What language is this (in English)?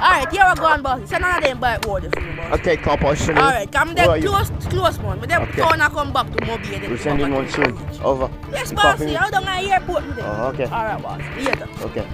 Jamaican Creole English